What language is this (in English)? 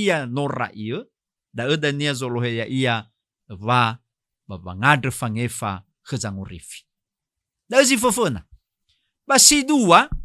Nias